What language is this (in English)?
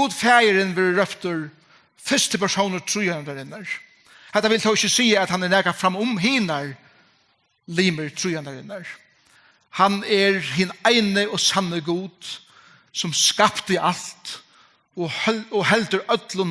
Faroese